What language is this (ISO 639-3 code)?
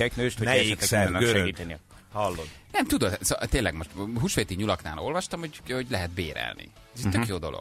hun